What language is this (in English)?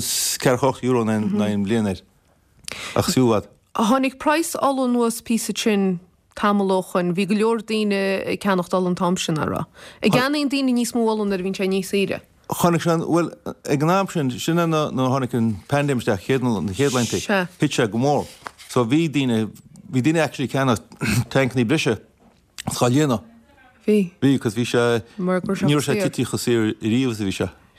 Irish